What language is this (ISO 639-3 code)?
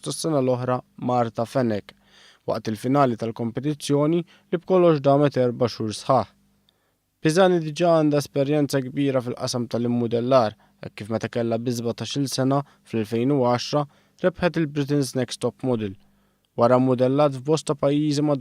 mlt